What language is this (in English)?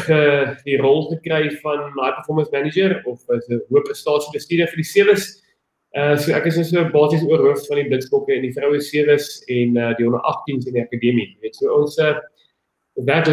Afrikaans